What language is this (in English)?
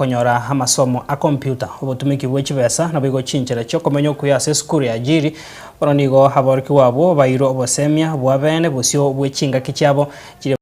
Gusii